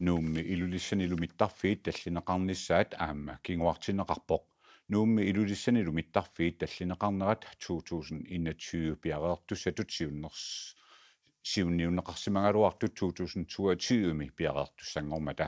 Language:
Kalaallisut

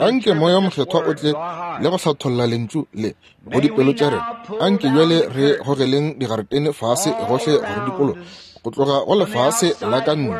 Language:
Northern Sotho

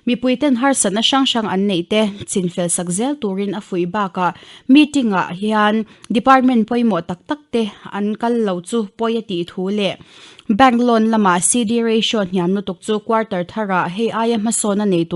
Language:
Mizo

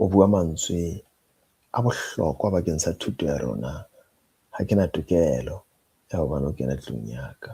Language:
Southern Sotho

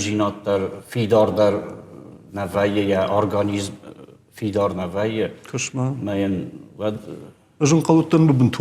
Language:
Ossetic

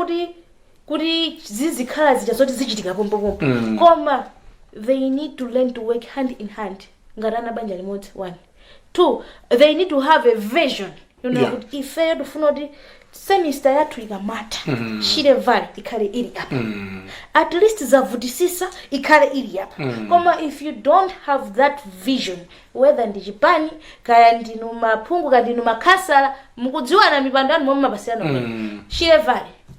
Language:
Nyanja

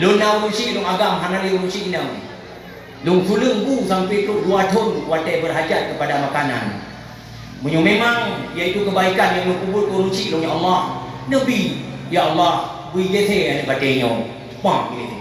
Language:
Achinese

